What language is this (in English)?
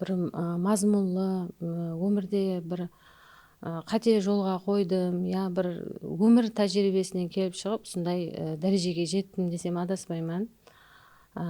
Kara-Kalpak